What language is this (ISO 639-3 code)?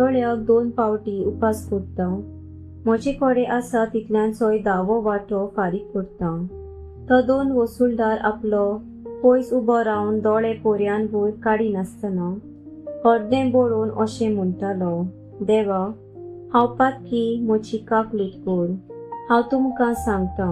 kok